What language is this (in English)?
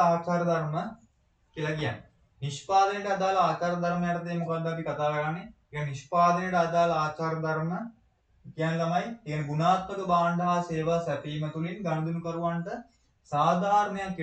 Sinhala